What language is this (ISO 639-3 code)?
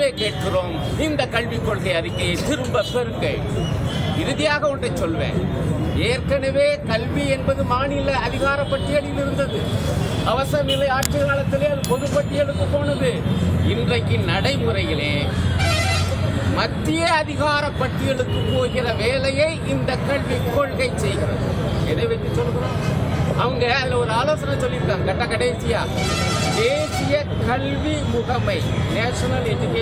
tam